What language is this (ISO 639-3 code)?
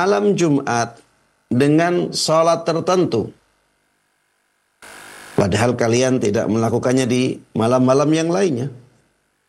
ind